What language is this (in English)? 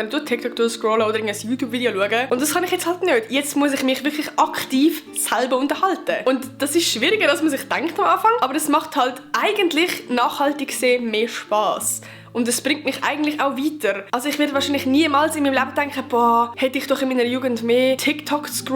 Swiss German